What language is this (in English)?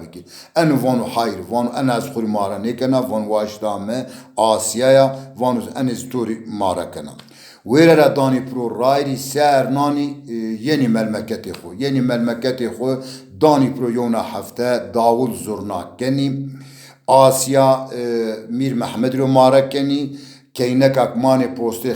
Zaza